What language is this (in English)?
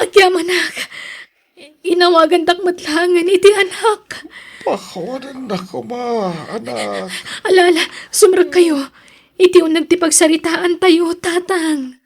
Iloko